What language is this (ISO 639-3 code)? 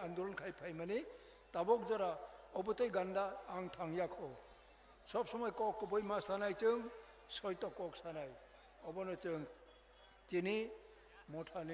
trp